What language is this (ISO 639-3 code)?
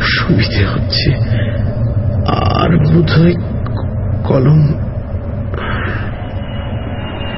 ben